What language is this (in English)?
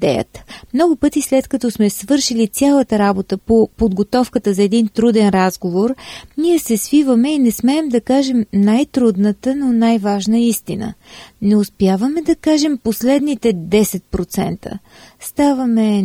Bulgarian